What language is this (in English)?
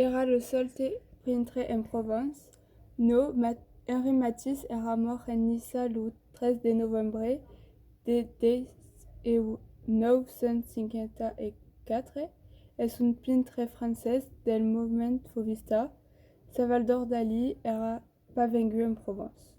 Occitan